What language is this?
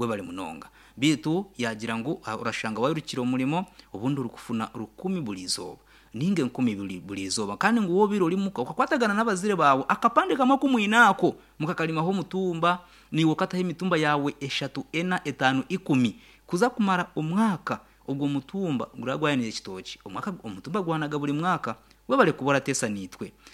Nyankole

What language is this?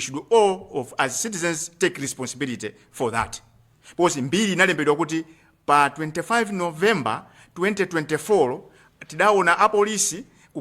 Nyanja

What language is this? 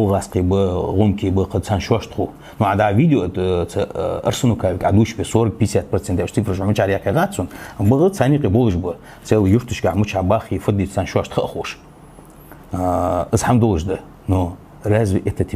Ingush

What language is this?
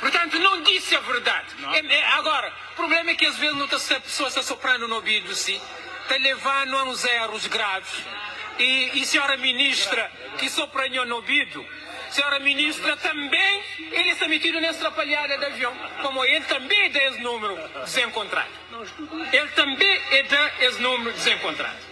Kabuverdianu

